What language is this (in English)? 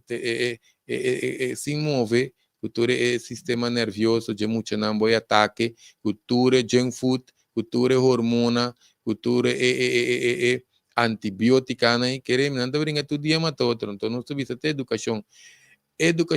Papiamento